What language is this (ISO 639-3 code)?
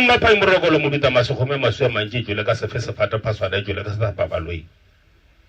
nso